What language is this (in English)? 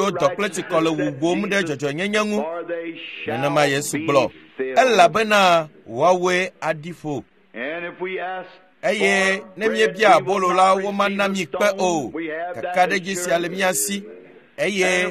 Ewe